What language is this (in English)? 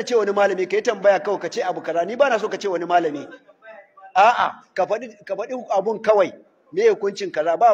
Hausa